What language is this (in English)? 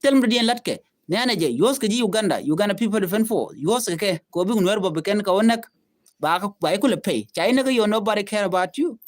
Nuer